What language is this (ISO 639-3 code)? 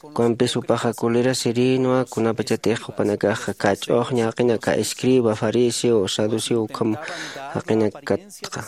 aym